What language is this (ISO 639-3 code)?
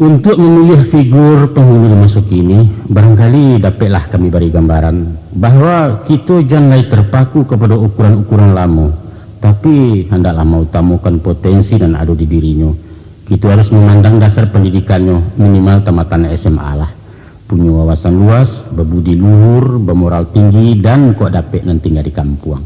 min